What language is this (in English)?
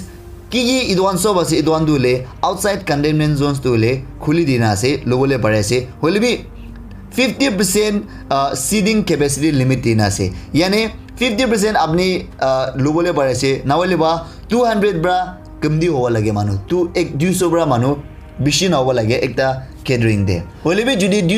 Naga Pidgin